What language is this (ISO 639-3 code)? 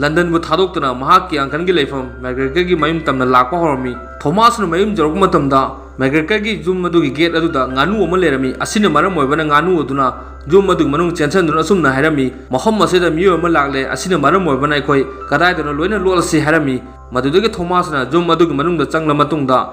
mni